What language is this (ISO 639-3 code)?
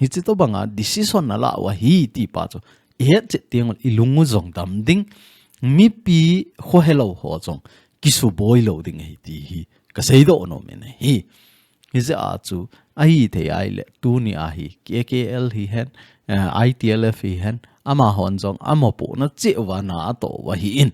tcz